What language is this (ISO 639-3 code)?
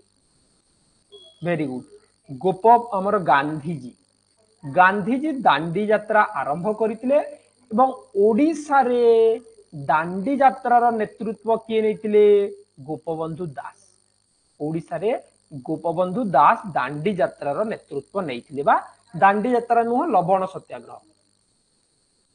ori